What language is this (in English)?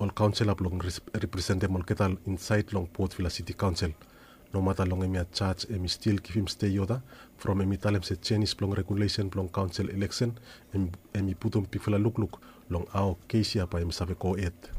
Bislama